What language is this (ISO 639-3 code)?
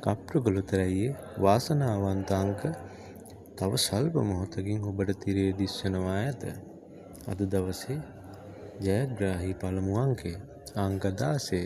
sin